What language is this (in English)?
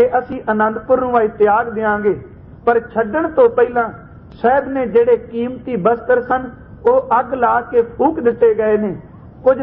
Punjabi